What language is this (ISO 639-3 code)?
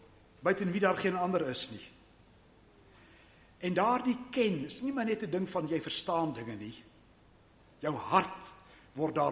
afr